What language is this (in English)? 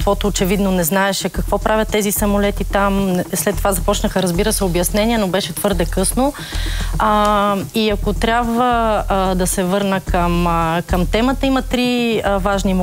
Bulgarian